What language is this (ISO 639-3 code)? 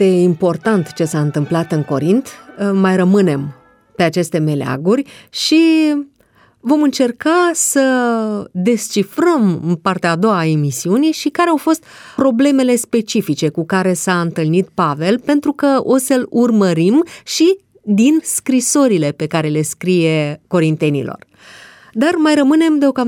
ron